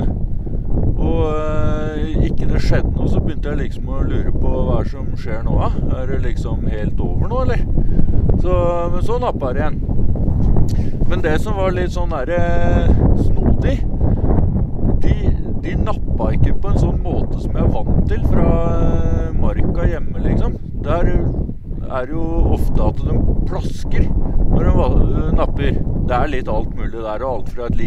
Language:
Norwegian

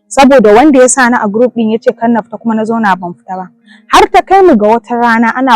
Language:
Hausa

